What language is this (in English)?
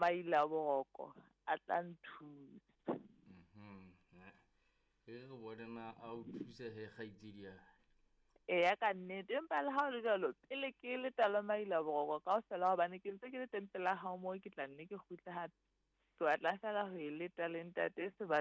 Southern Sotho